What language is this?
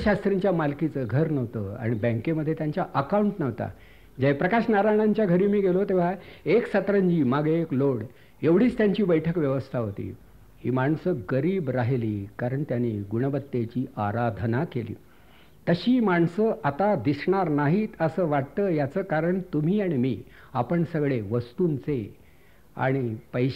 Marathi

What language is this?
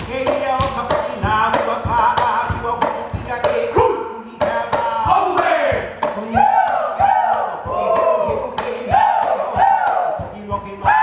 Hawaiian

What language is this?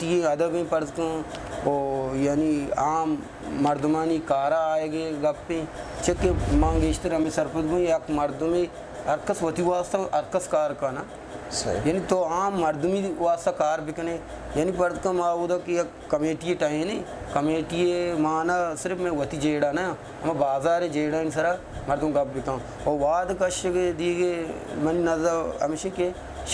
Eastern Balochi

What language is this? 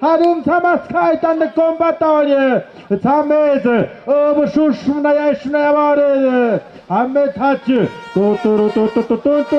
Tlahuitoltepec Mixe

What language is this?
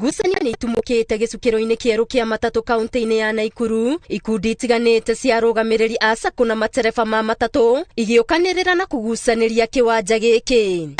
Kikuyu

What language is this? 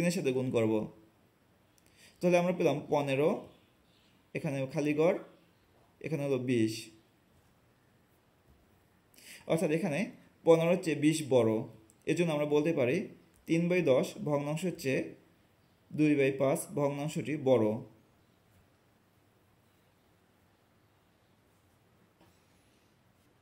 Bangla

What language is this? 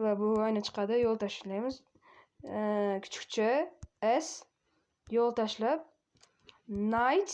Uzbek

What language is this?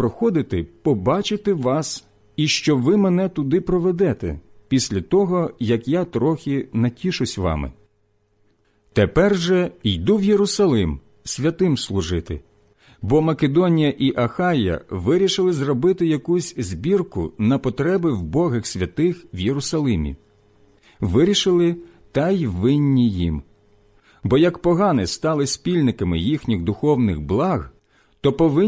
Ukrainian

